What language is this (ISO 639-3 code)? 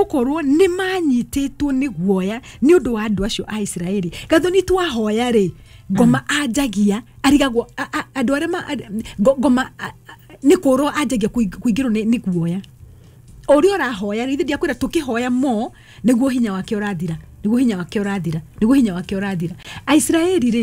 kik